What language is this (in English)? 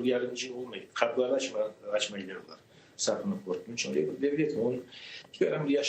Crimean Tatar